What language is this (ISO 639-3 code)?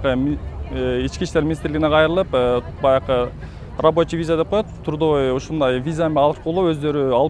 kir